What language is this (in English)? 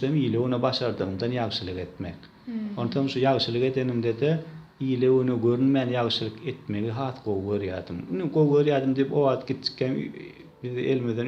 Turkmen